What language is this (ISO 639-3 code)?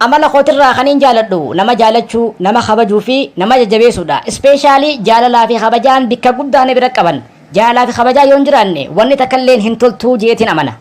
orm